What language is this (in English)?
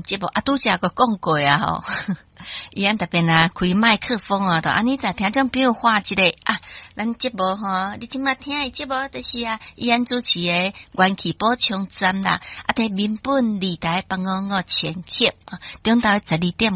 Min Nan Chinese